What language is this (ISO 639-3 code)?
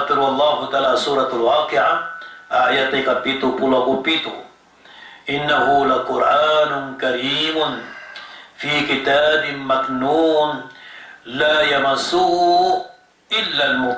mrw